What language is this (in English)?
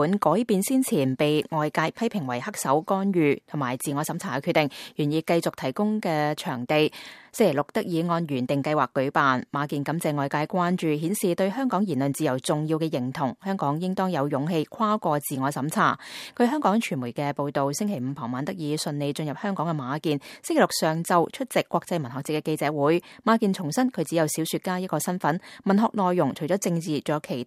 Cantonese